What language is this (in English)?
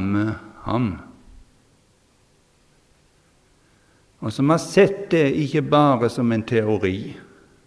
Norwegian